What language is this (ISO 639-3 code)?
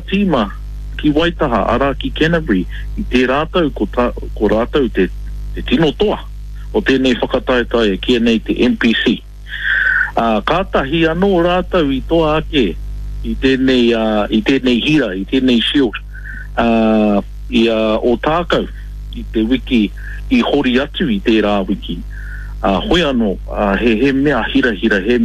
mri